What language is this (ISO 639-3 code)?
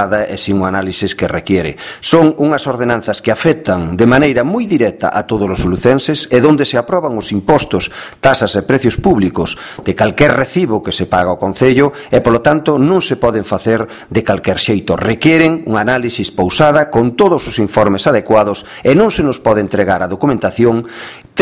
glg